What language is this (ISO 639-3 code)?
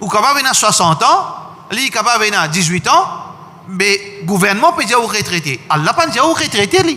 mfe